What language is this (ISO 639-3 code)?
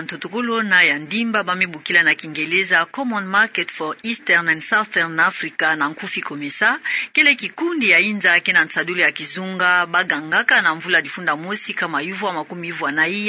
ktu